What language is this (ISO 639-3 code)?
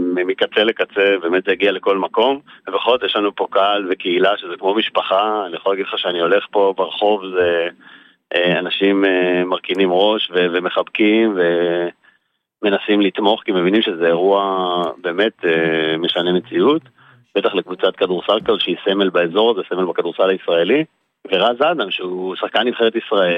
heb